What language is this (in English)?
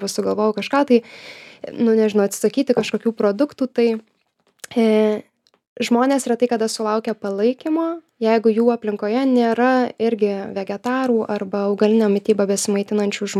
Lithuanian